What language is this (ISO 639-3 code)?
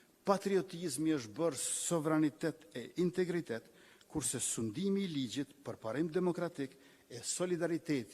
sqi